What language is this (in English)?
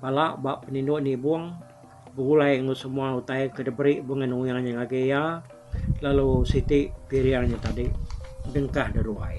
Iban